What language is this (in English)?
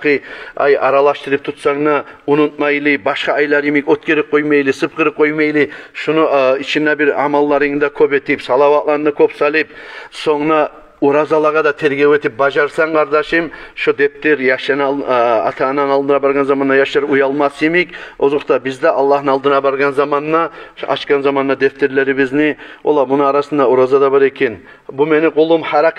Kumyk